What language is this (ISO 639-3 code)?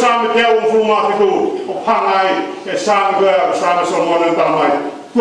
ton